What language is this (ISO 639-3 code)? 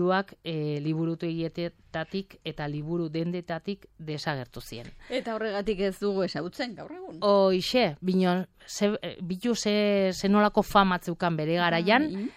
eus